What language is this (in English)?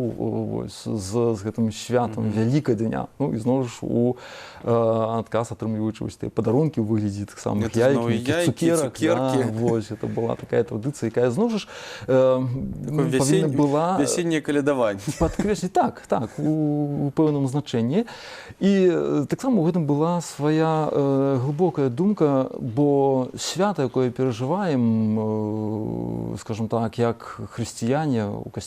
Belarusian